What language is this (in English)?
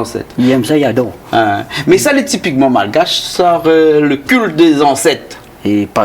Réunion Creole French